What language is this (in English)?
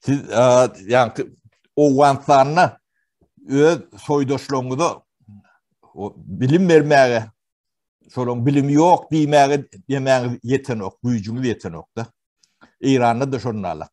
Turkmen